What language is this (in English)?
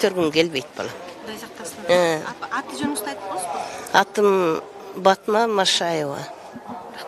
Kyrgyz